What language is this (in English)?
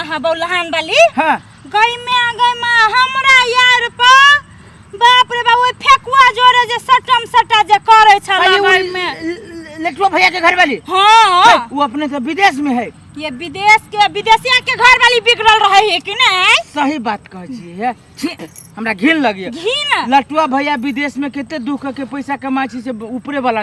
Maithili